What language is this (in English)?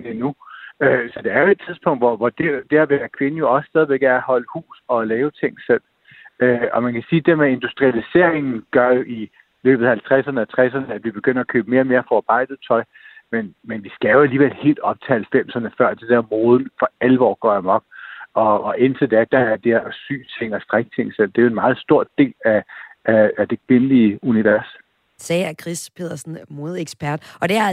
Danish